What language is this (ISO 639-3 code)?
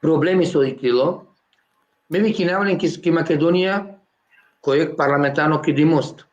rmn